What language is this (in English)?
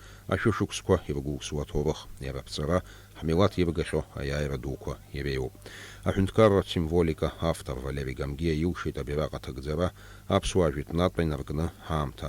Abkhazian